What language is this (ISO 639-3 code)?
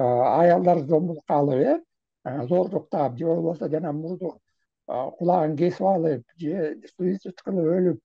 kir